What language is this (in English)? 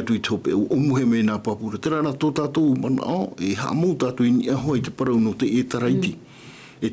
Tahitian